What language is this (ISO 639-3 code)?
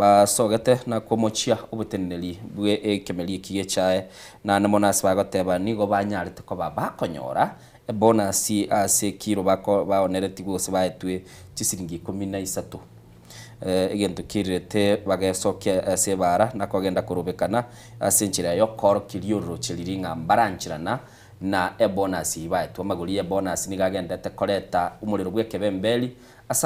guz